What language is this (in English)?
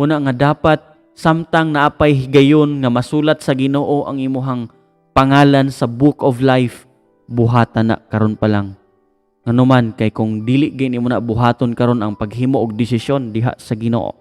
Cebuano